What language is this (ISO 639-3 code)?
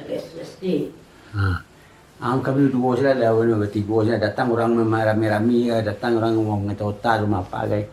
min